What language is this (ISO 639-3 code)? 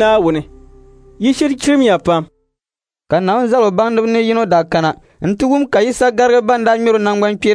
dag